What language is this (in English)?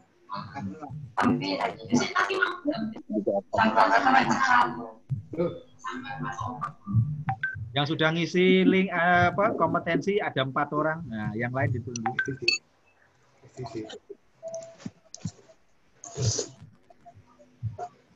Indonesian